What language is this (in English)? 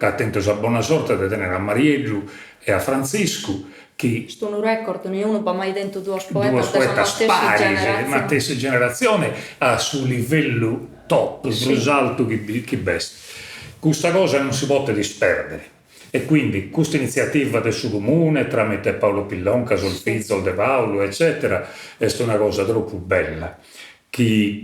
Sardinian